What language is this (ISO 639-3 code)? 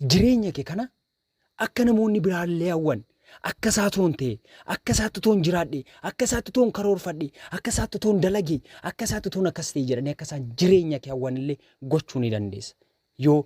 orm